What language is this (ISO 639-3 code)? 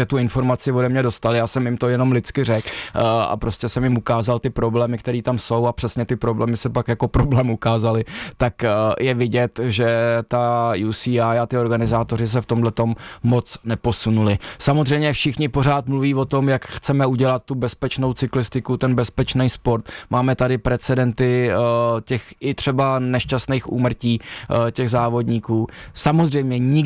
ces